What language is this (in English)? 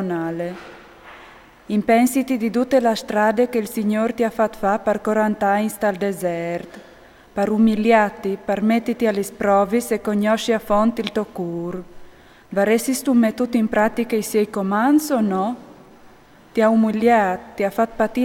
Friulian